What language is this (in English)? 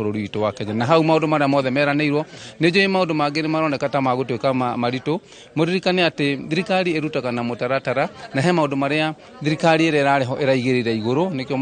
Kikuyu